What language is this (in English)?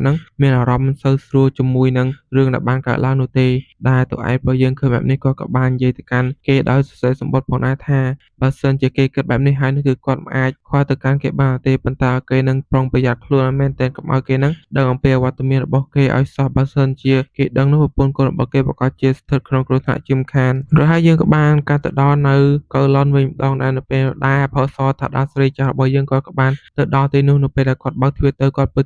Khmer